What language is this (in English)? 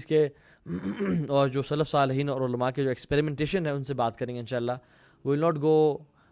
Urdu